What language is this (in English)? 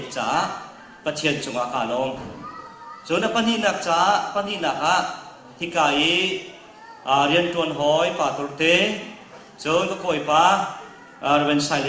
Hakha Chin